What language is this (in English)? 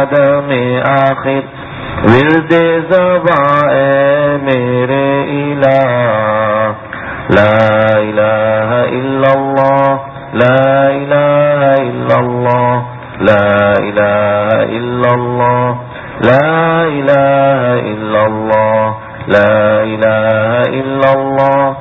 Urdu